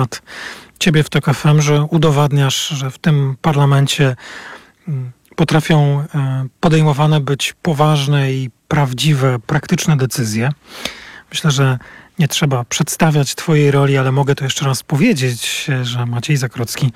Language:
Polish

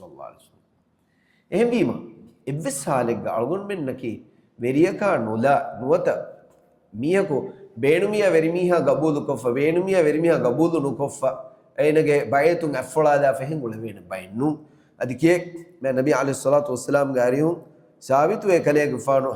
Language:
Divehi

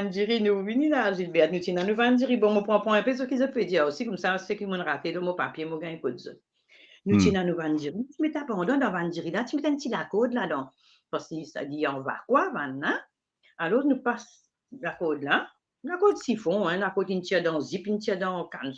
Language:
Morisyen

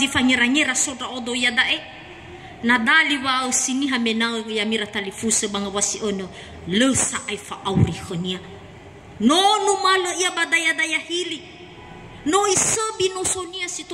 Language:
Nias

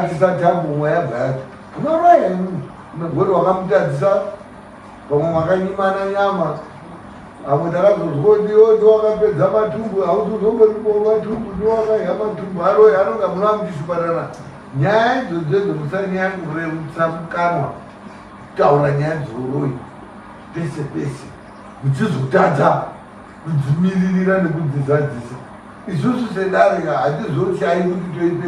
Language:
Shona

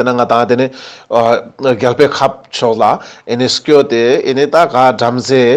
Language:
Ladakhi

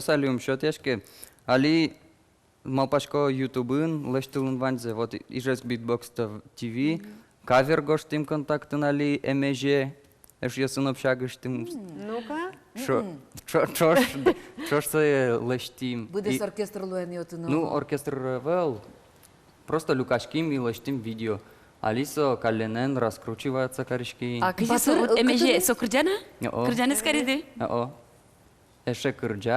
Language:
Udmurt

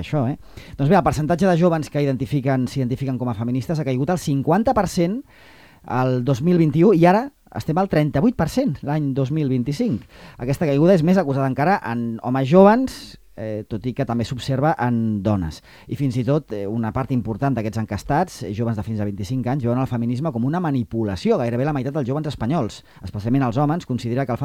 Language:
Catalan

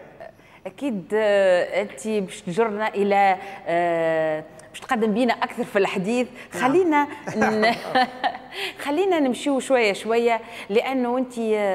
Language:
Tunisian Arabic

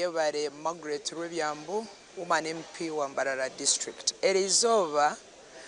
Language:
Nyankole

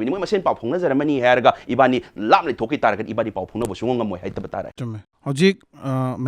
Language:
Manipuri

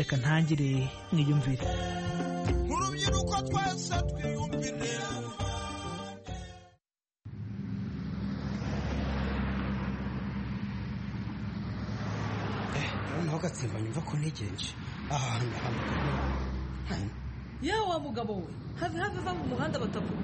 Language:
Kinyarwanda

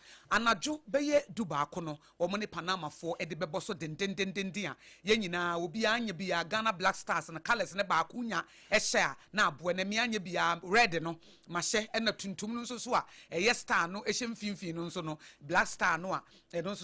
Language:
Akan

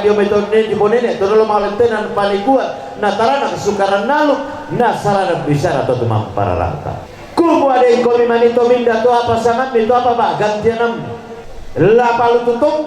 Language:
Toraja-Sa'dan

